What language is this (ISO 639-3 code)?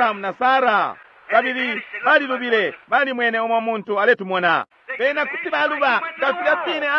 bem